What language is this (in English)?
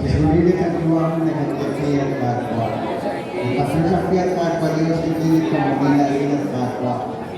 Kekchí